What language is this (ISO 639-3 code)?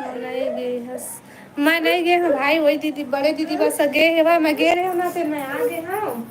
hne